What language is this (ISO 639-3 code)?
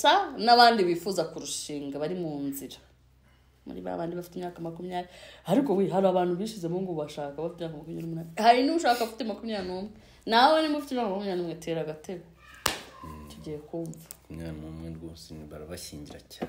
kin